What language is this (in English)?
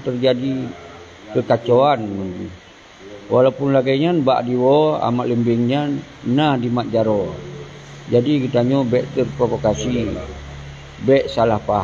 Achinese